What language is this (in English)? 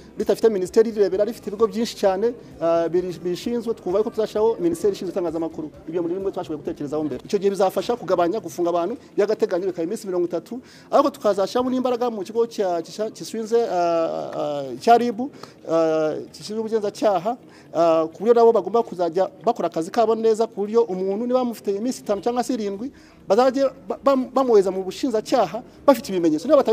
Kinyarwanda